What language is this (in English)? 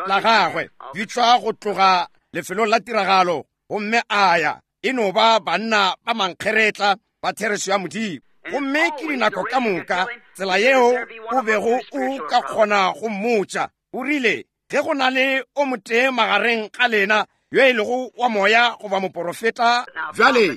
Northern Sotho